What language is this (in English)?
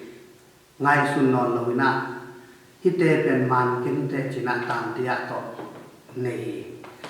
Tedim Chin